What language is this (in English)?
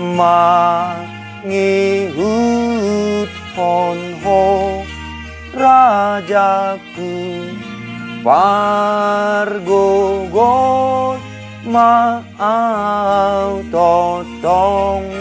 Batak Toba